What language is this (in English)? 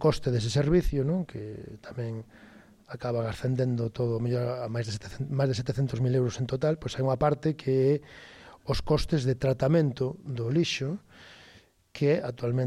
Galician